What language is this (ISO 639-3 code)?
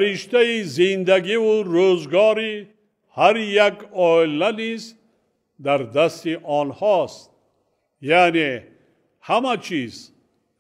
tgk